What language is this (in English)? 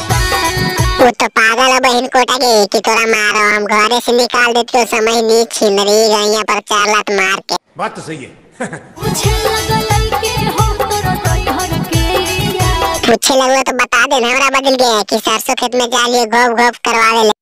Magahi